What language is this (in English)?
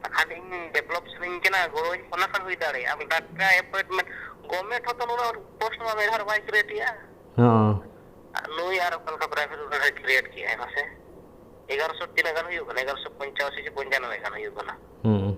Santali